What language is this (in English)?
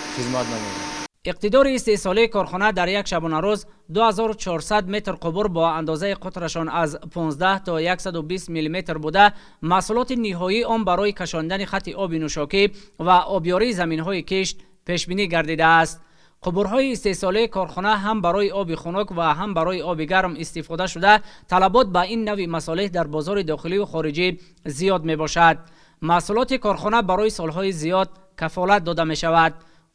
Tajik